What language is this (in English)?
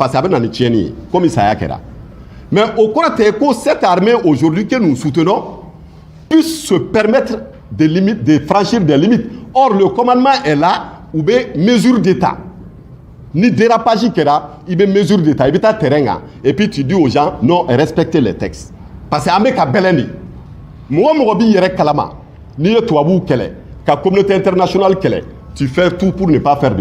Bambara